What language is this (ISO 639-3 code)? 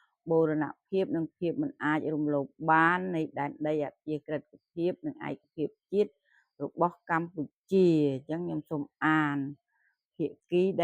khm